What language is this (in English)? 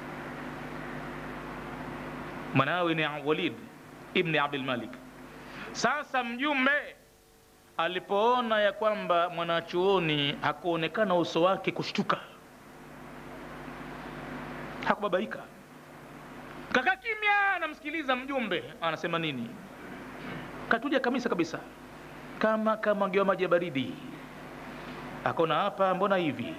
Swahili